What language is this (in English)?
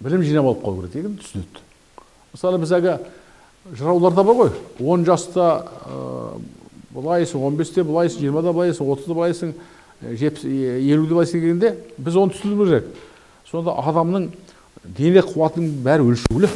Kazakh